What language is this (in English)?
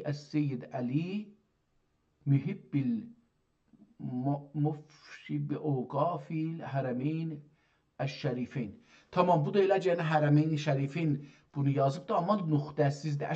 South Azerbaijani